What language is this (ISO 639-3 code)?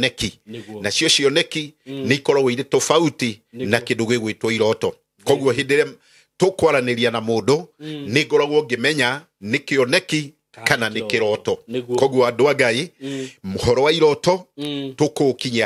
kik